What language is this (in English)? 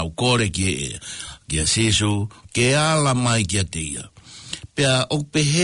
Tongan